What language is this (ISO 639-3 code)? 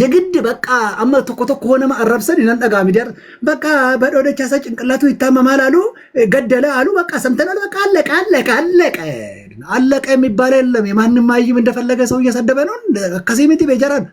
orm